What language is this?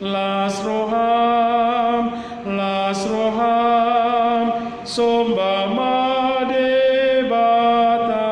Batak Toba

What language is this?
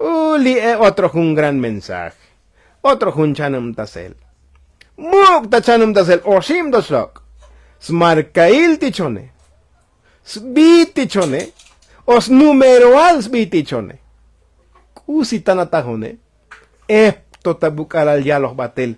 Tzotzil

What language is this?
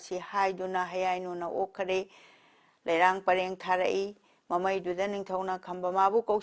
Manipuri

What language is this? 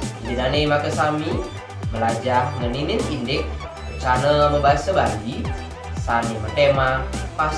Balinese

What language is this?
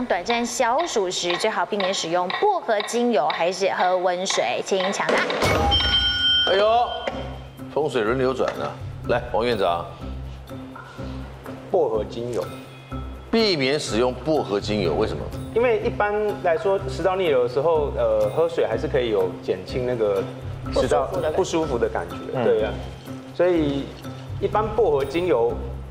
Chinese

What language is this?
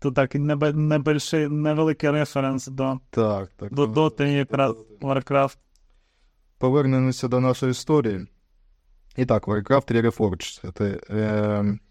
Ukrainian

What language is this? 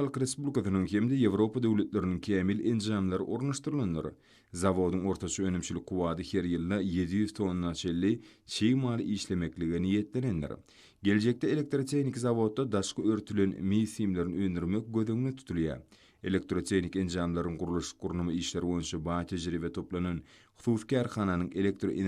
Turkmen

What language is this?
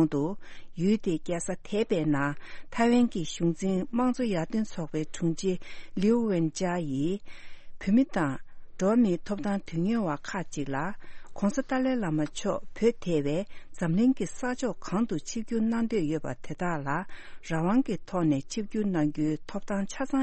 Tibetan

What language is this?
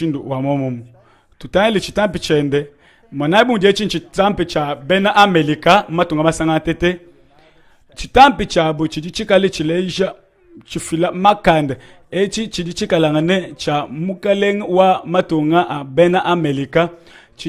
Luba-Lulua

